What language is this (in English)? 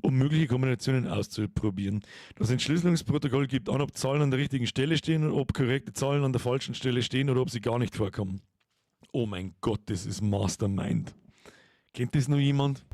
Bavarian